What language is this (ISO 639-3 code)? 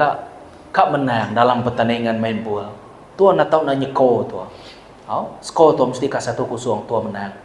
iba